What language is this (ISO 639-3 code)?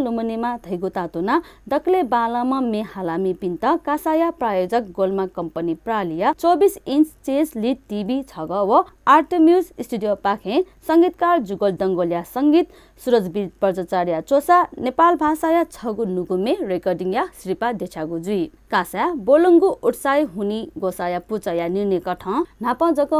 new